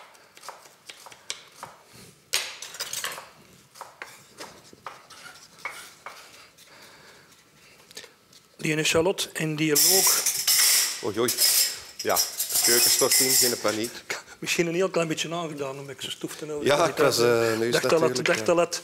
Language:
Dutch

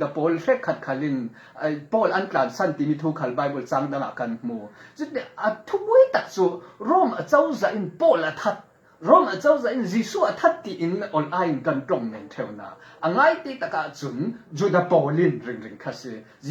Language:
Falam Chin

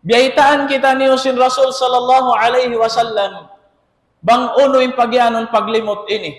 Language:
Tausug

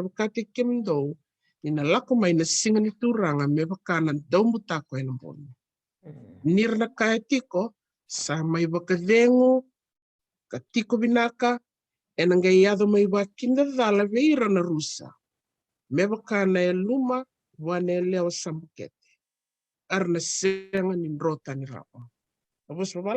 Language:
Fijian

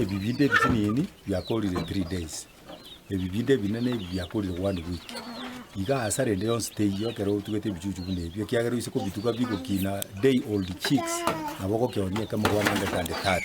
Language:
Gusii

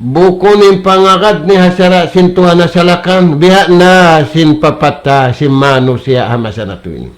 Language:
Tausug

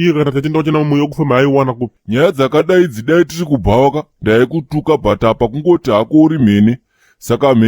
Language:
Shona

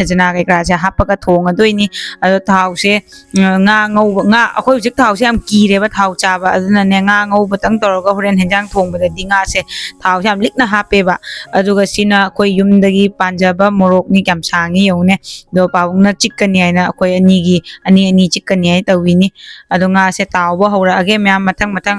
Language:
Manipuri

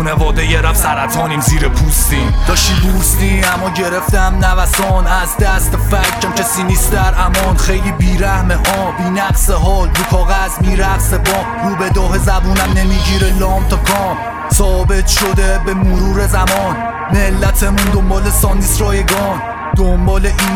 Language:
Persian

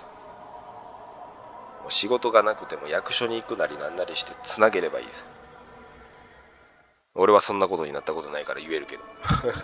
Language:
Japanese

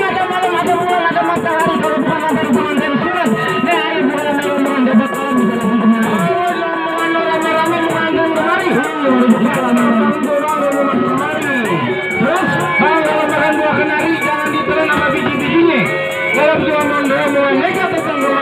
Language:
Betawi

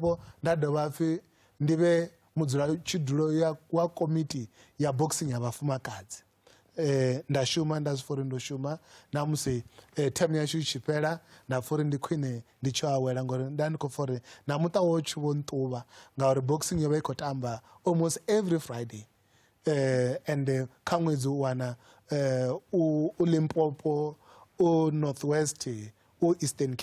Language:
Venda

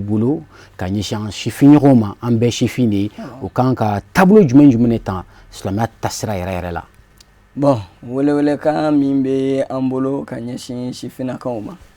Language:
Bambara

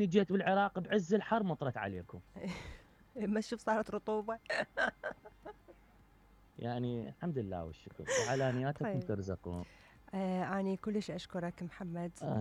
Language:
Mesopotamian Arabic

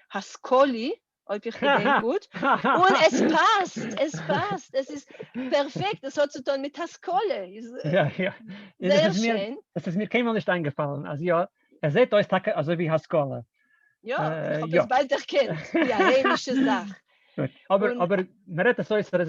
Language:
Yiddish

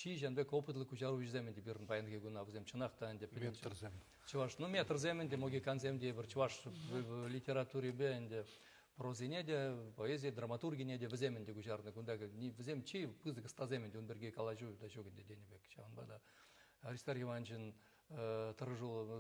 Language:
Chuvash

